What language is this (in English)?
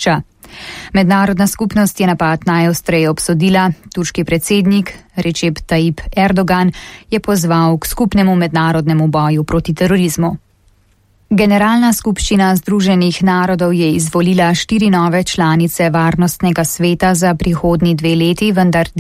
Slovenian